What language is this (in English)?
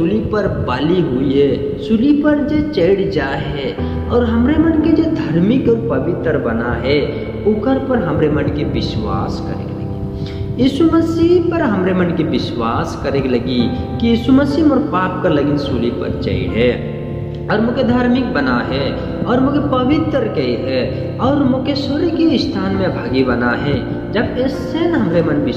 Sadri